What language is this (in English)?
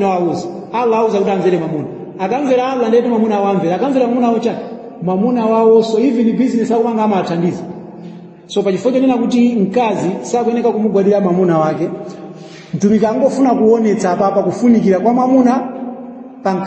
Nyanja